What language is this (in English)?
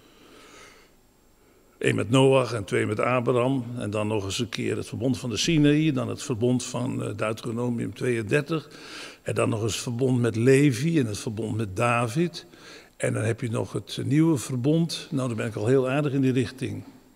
Dutch